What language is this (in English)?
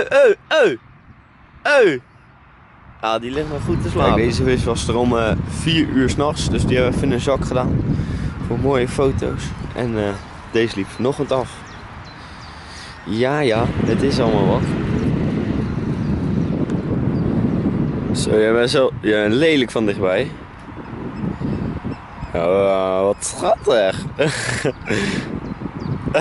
Dutch